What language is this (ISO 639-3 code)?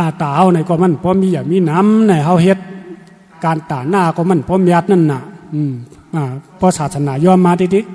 shn